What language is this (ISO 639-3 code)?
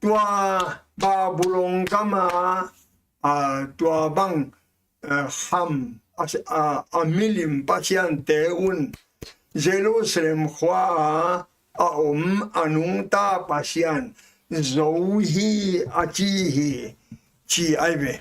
ctd